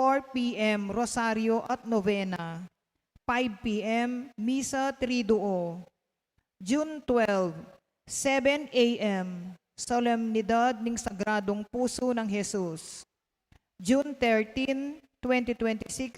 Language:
Pampanga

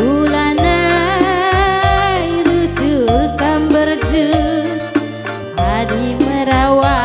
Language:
Batak Karo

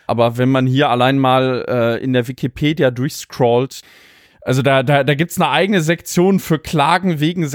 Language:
German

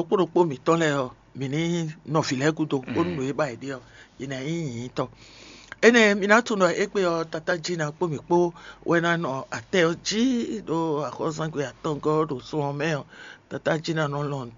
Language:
Fon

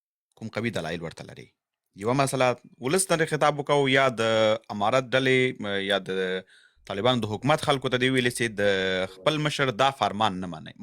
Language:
Pashto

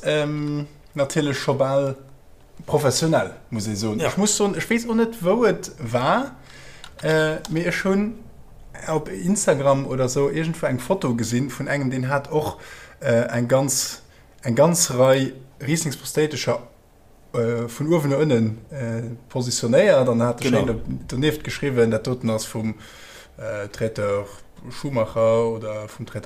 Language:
Luxembourgish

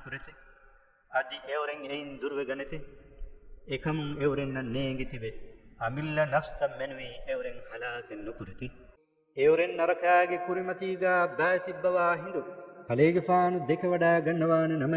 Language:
Divehi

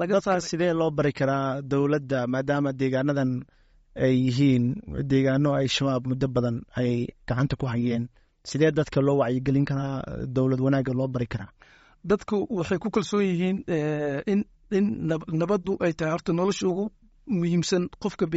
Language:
Somali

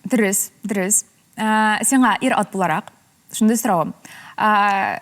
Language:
Tatar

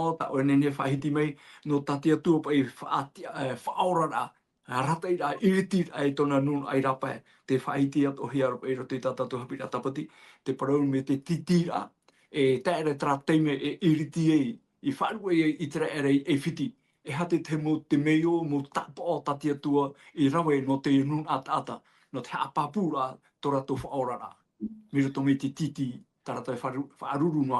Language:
Tahitian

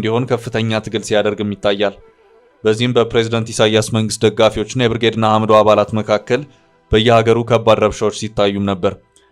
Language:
Amharic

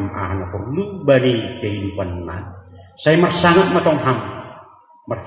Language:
Batak Simalungun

